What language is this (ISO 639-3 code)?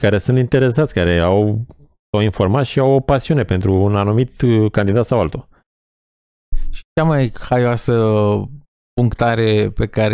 ron